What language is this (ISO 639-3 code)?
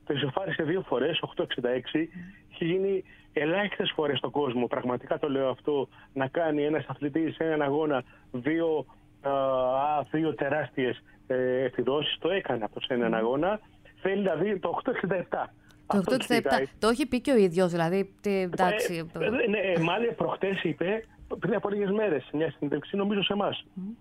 ell